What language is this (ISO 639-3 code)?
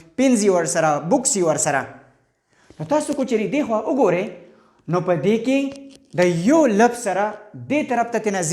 pus